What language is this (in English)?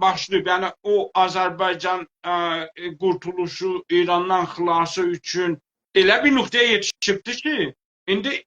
South Azerbaijani